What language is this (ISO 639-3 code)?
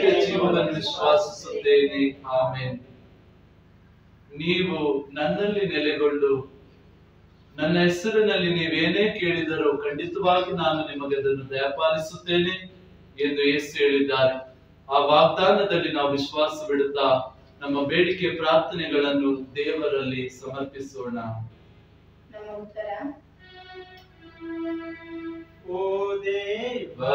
kan